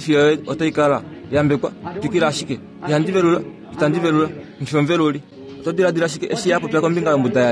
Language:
Kuanyama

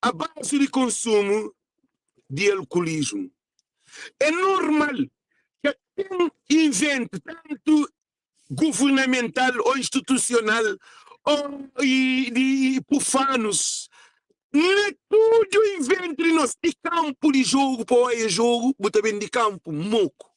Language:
Kabuverdianu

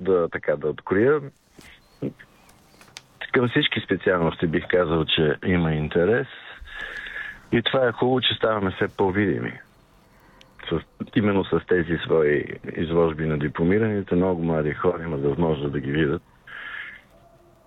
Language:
Bulgarian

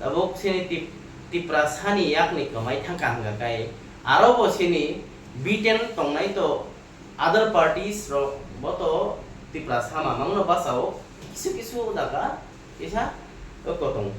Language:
Kok Borok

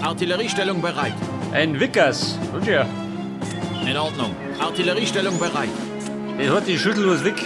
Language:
Bavarian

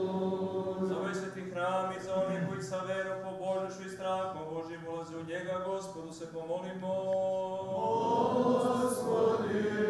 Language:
Serbian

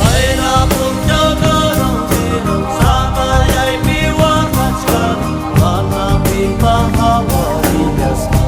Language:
Ayacucho Quechua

